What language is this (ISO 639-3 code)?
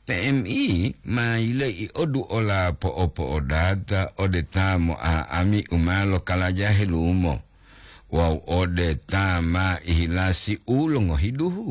gor